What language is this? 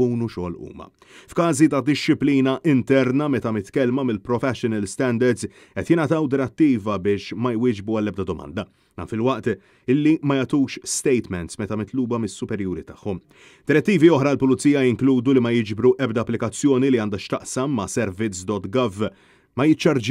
Maltese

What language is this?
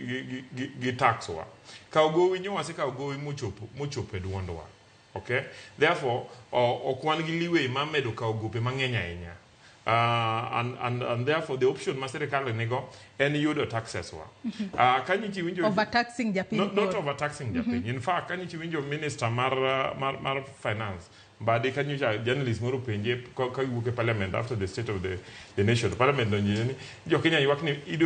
Luo (Kenya and Tanzania)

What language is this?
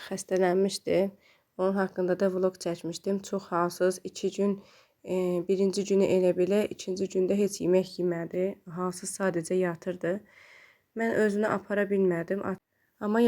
Azerbaijani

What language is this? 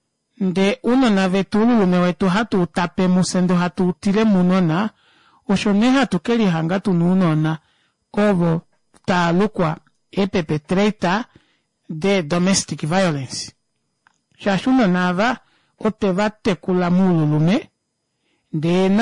Kuanyama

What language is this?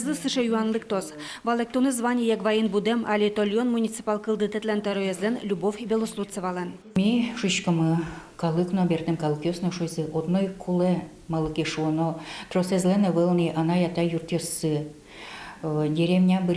Udmurt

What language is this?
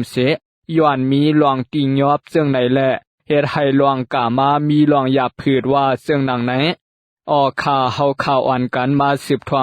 Shan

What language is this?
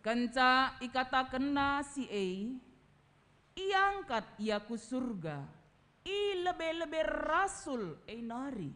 Batak Karo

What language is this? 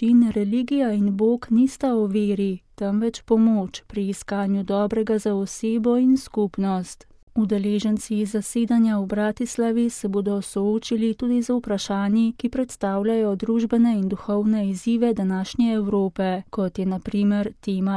Slovenian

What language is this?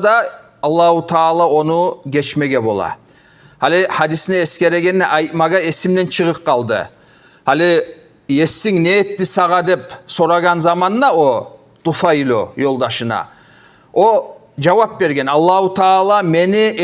Kumyk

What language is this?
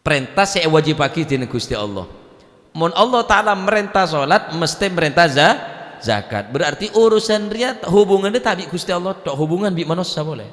Madurese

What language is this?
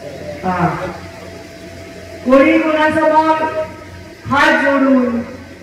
Marathi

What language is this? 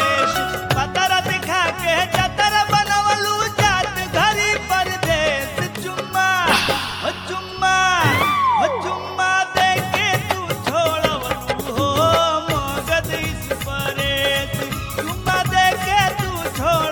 Bhojpuri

